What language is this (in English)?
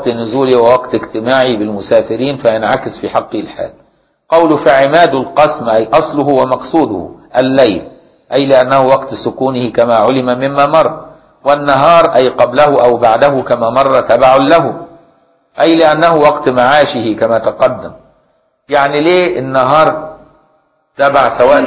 Arabic